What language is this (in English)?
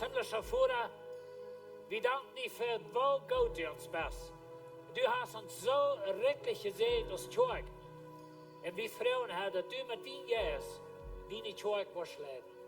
Plautdietsch